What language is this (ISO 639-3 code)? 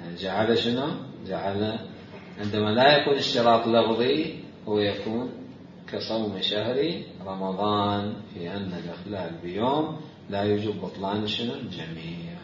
acm